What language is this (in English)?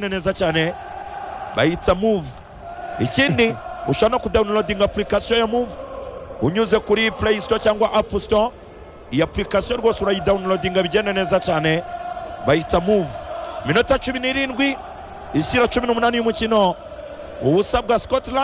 Kinyarwanda